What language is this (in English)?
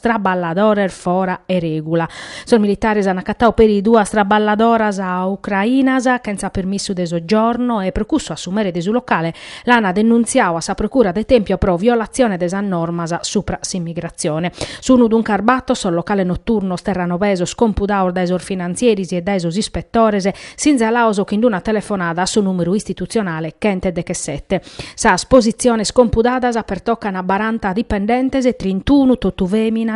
Sardinian